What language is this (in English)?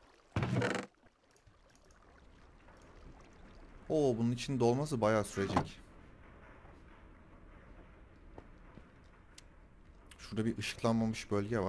Turkish